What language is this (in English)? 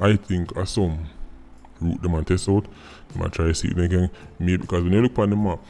Jamaican Creole English